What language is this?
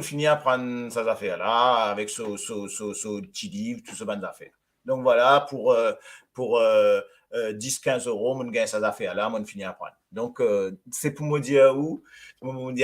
Morisyen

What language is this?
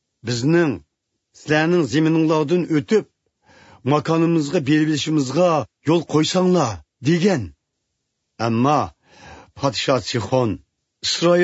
Uyghur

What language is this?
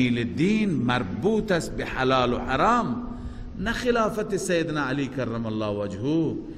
Persian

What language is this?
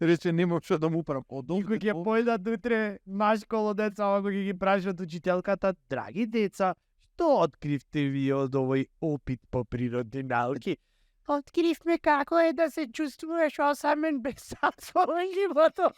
Macedonian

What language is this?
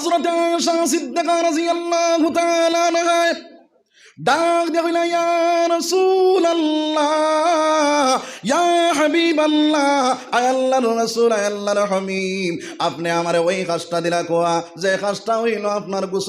Sylheti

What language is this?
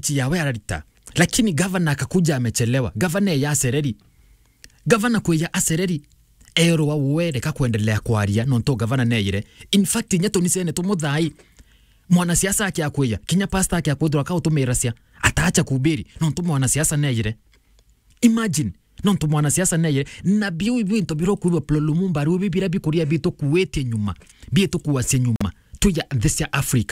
Meru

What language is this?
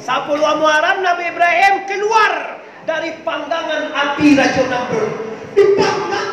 Minangkabau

